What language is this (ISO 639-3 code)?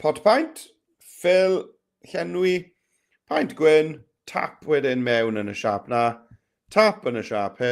cym